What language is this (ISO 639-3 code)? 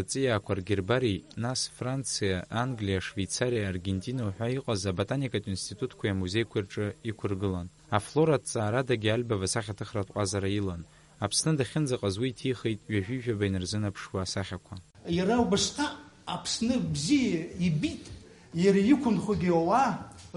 abk